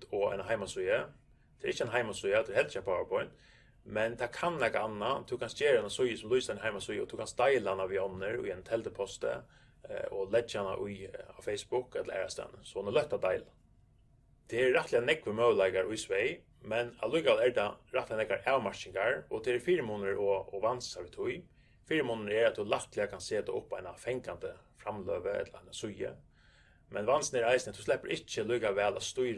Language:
Faroese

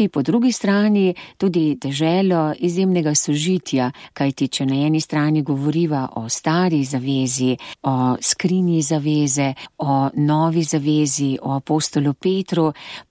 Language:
Slovenian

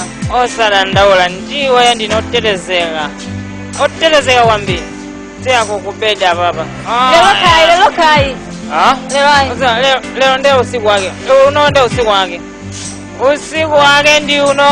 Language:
Nyanja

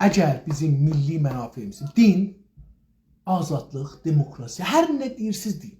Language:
South Azerbaijani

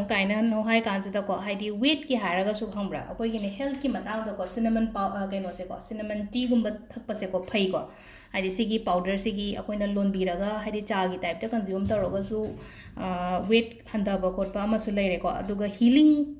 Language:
Manipuri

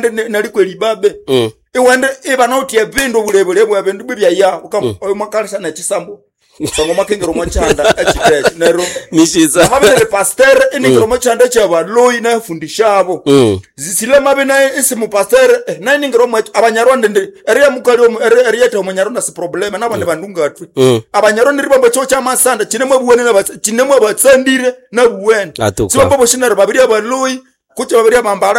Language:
Nande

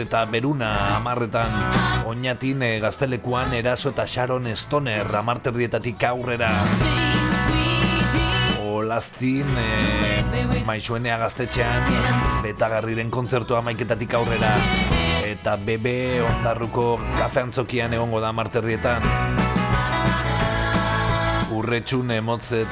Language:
Basque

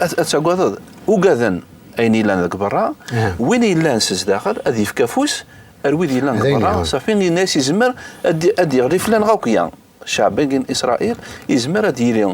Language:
Kabyle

